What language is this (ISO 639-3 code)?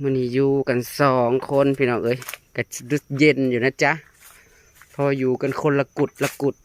tts